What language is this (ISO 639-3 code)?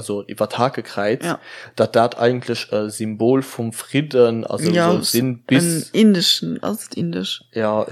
ltz